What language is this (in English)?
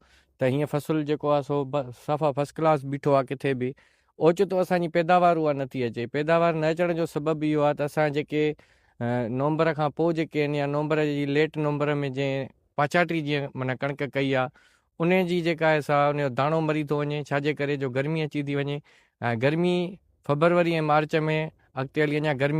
Sindhi